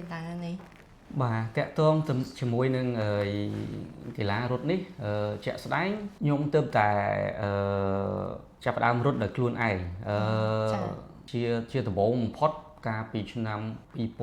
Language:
Khmer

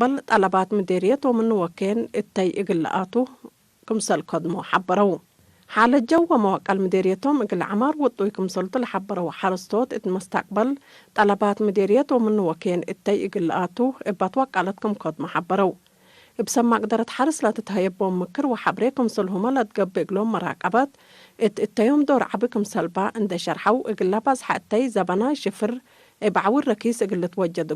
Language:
Tigre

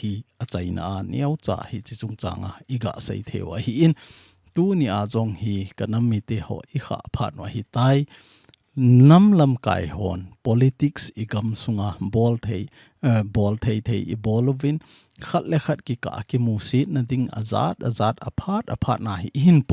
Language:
Thado Chin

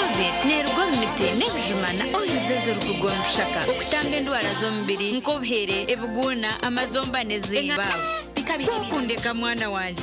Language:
Nyankole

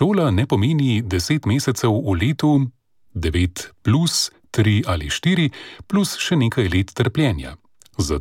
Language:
Slovenian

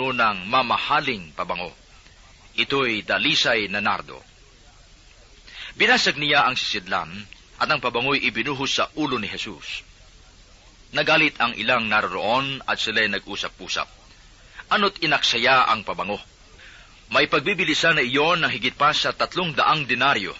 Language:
Filipino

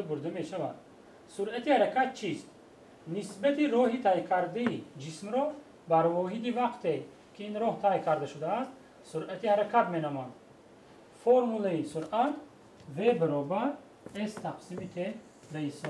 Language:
Tajik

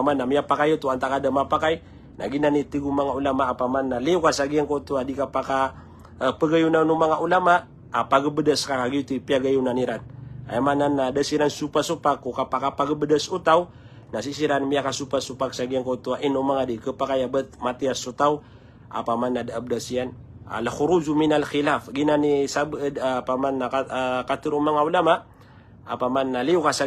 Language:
Maranao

